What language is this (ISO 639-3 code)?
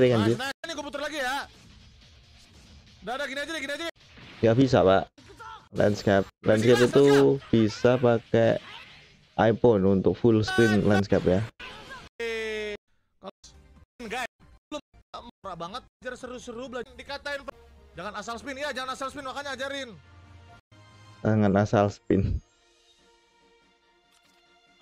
ind